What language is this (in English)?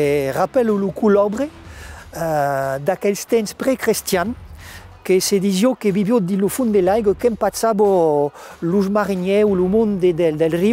Occitan